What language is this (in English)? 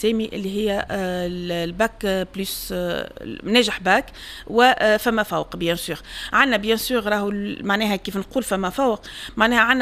Tunisian Arabic